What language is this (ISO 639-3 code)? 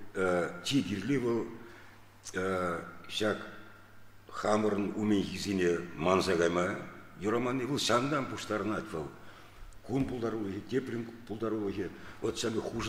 chv